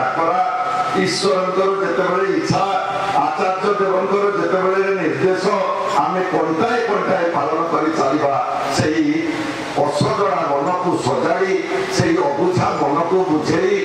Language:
Odia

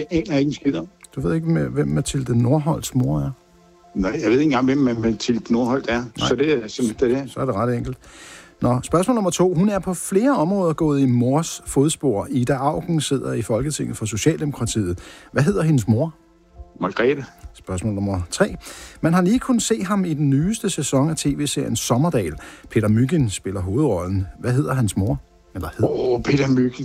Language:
Danish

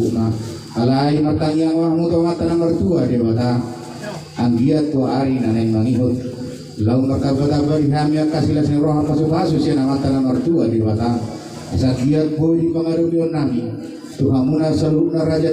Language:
Batak Toba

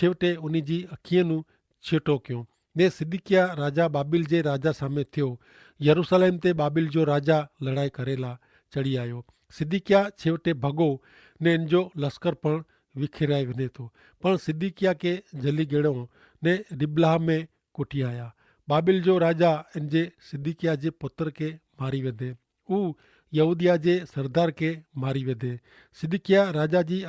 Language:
Kachhi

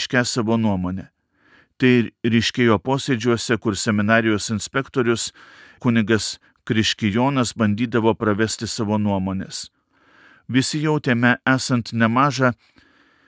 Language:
Lithuanian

